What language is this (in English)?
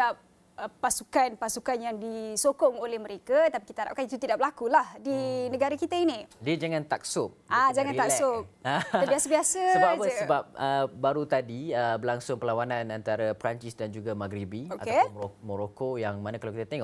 Malay